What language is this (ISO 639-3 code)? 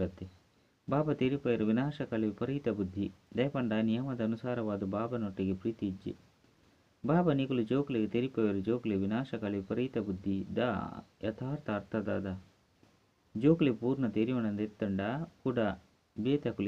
tcy